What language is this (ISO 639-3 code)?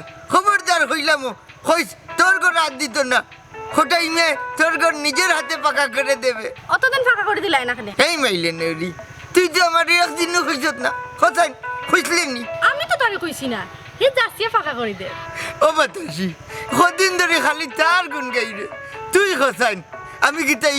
syl